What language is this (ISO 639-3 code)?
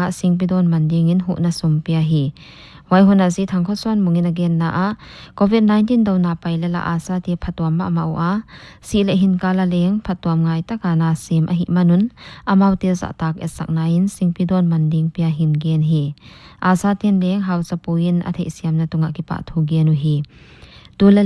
pck